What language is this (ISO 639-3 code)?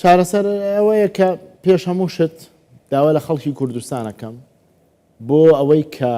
ckb